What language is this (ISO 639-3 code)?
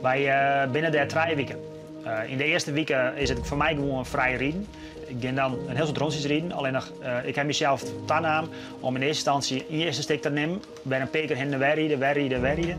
fry